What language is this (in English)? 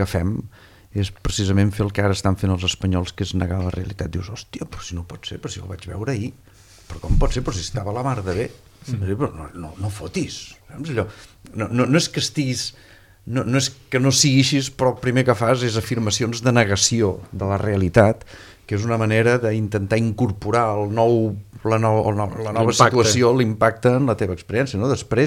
Catalan